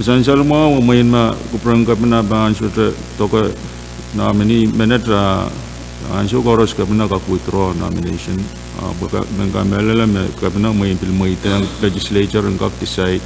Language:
Pohnpeian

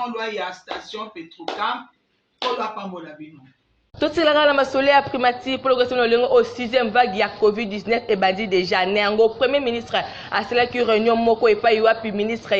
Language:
Lingala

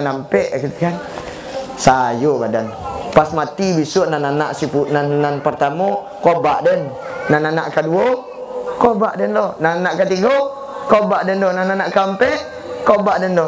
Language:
Minangkabau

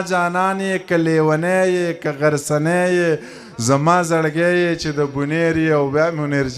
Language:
Pashto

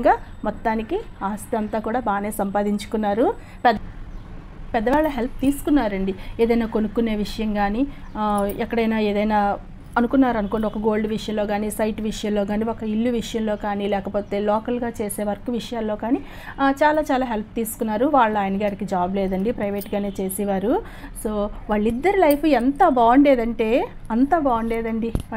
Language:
Telugu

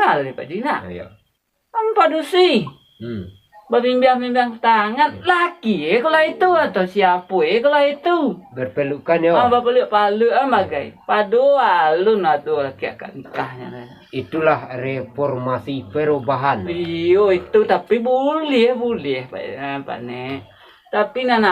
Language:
Minangkabau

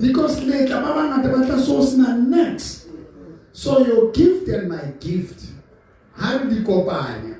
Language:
Southern Sotho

